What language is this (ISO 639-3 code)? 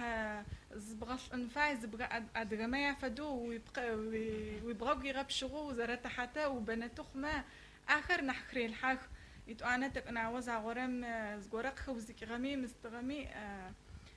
ady